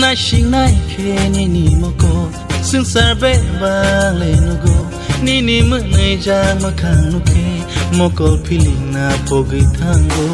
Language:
Kok Borok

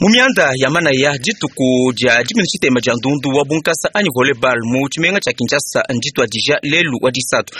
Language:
Luba-Lulua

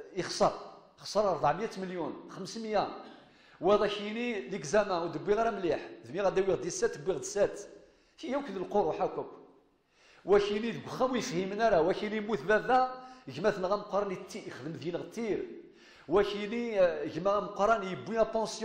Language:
Kabyle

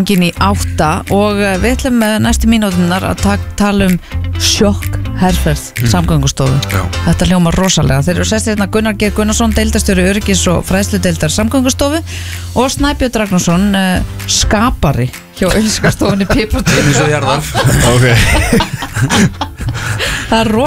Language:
Icelandic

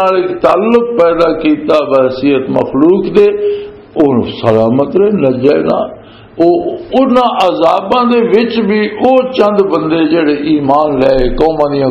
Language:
Western Panjabi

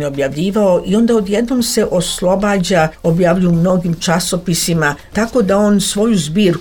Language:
Serbian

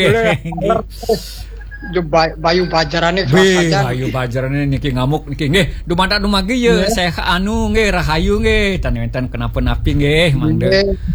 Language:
Balinese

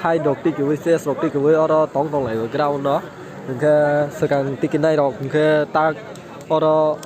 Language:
Kok Borok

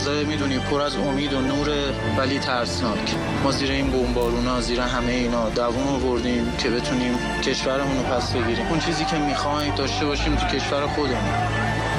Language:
Persian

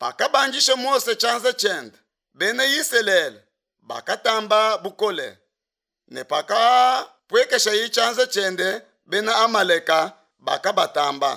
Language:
Luba-Lulua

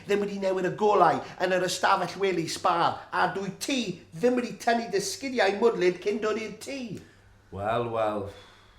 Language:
Welsh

